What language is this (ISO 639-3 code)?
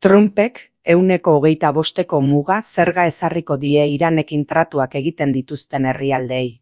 eus